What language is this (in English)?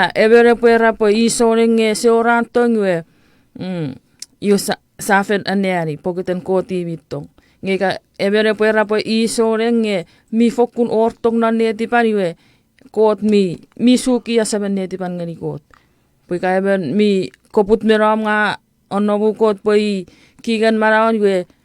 Chuukese